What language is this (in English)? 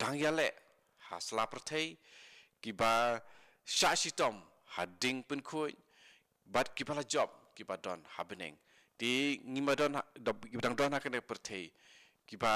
Khasi